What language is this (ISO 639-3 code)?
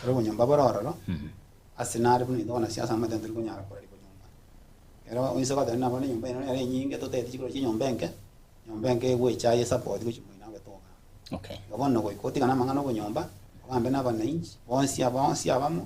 guz